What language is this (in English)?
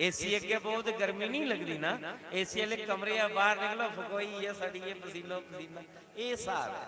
Dogri